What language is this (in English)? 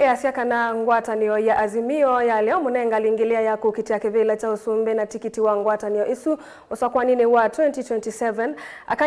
Kamba